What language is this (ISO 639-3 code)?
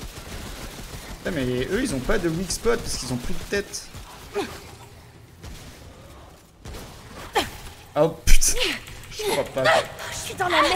fra